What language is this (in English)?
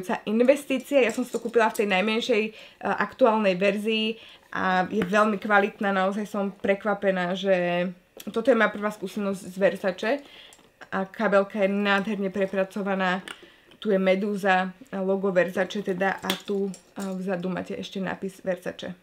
Slovak